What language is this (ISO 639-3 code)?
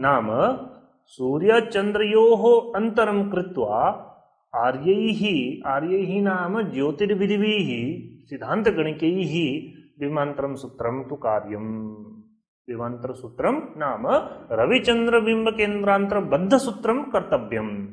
san